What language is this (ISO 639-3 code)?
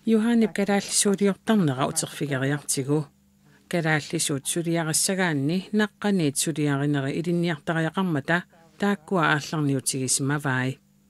kal